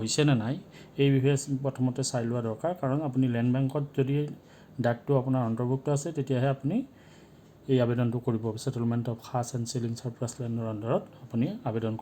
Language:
Assamese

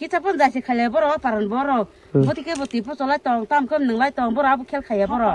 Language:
Kok Borok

